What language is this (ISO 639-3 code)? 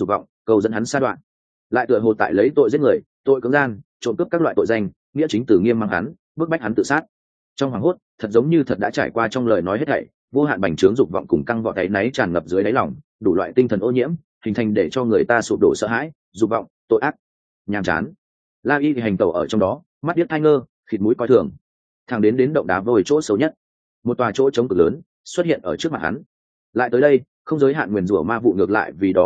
vie